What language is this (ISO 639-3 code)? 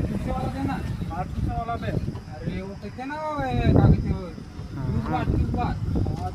hne